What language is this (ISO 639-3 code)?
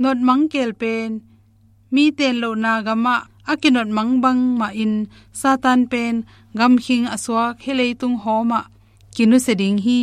ctd